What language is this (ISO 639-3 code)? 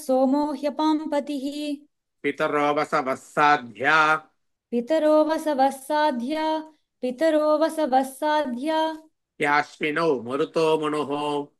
san